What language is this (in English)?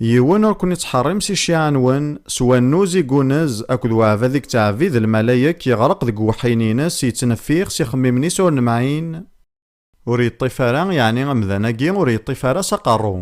Kabyle